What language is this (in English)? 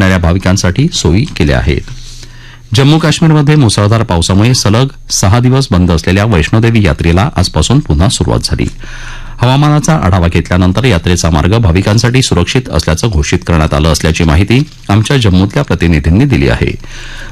Marathi